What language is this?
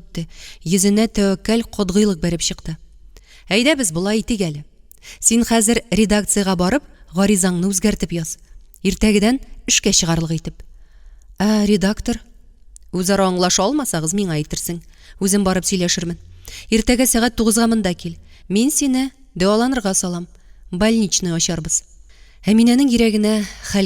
Tatar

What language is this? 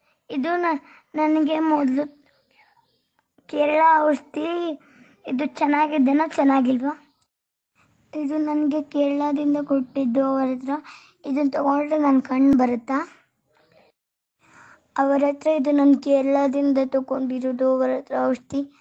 Kannada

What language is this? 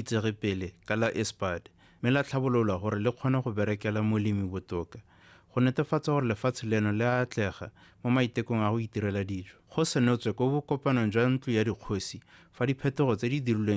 Tswana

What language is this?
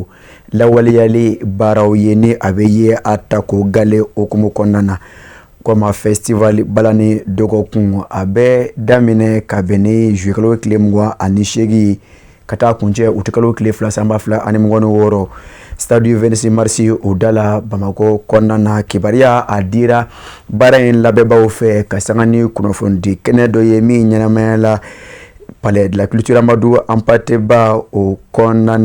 Bambara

